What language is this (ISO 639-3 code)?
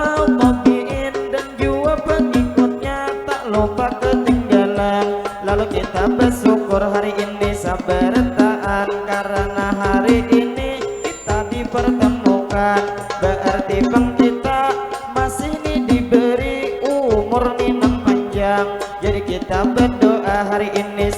bjn